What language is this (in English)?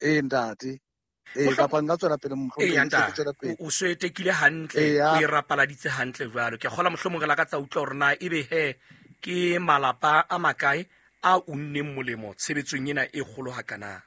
Southern Sotho